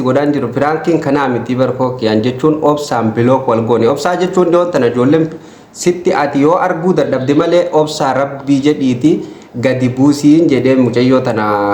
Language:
Oromo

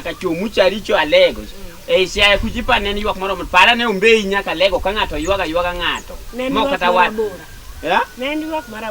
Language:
Luo (Kenya and Tanzania)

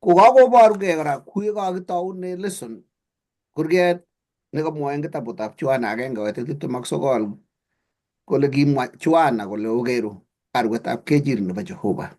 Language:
Kalenjin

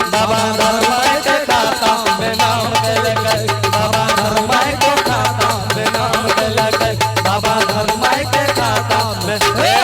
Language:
Angika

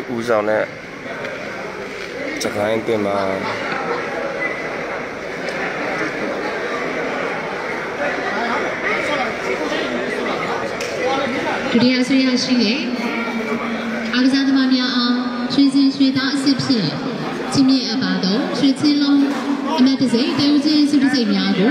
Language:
Burmese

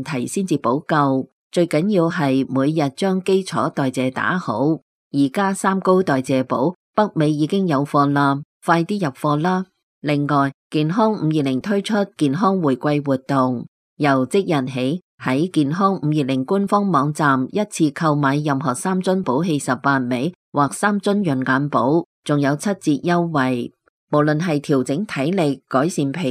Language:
Cantonese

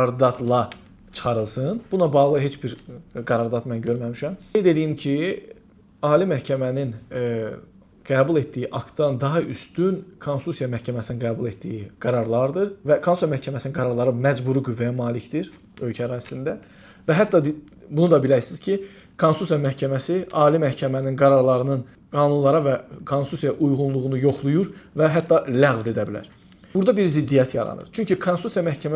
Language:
Azerbaijani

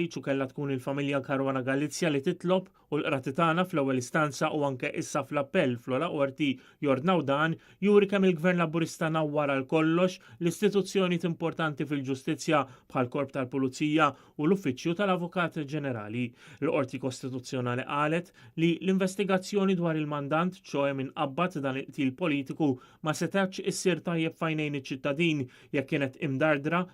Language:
Maltese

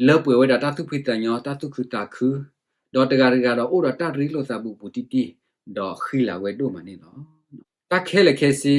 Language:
S'gaw Karen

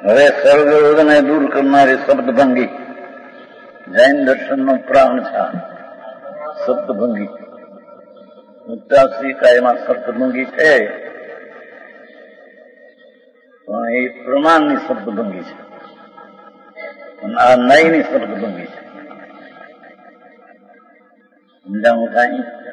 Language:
Gujarati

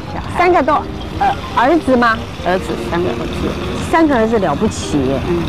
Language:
Chinese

